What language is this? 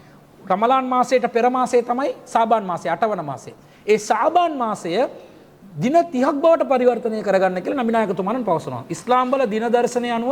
Sinhala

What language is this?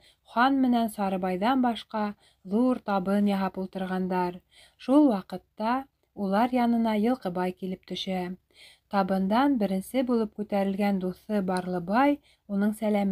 Bashkir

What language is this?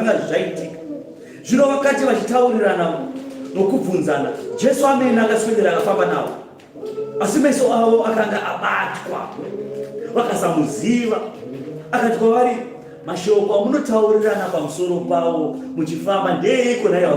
Shona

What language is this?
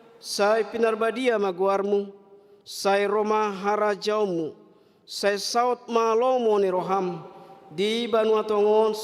Batak Toba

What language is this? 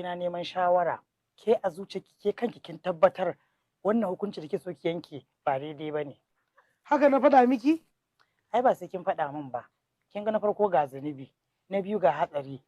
Hausa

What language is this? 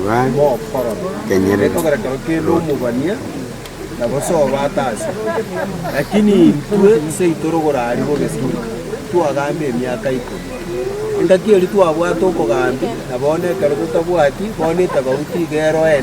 Gusii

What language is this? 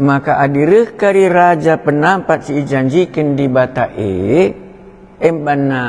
Batak Karo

